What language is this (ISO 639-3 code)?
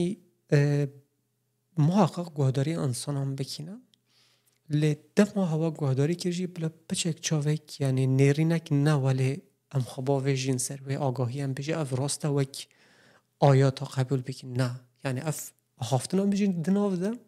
kur